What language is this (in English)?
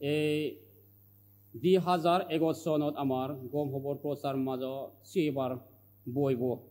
Chakma